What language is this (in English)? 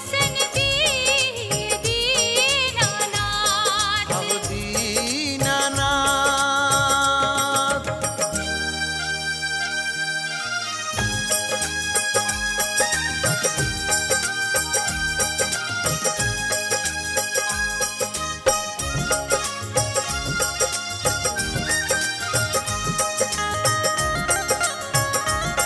Bhojpuri